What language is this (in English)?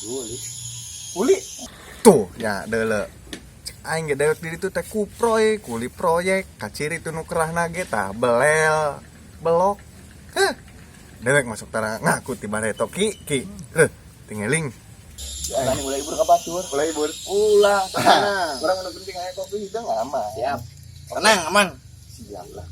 Sundanese